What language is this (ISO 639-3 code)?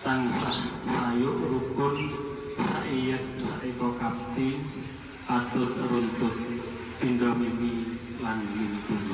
jav